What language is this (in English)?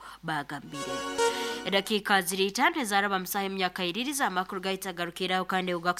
Nyoro